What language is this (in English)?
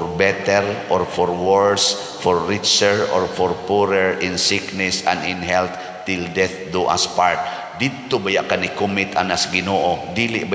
Cebuano